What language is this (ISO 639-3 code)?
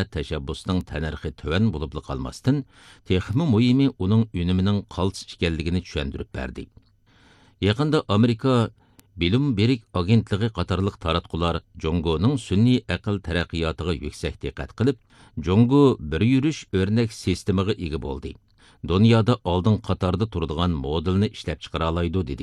uig